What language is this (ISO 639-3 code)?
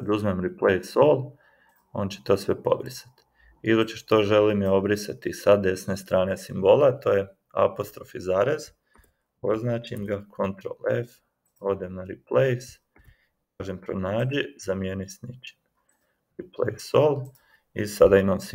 hrv